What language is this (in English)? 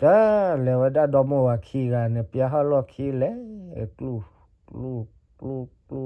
S'gaw Karen